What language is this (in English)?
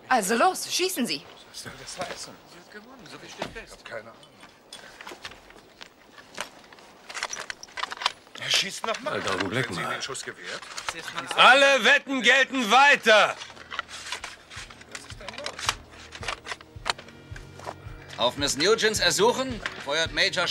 German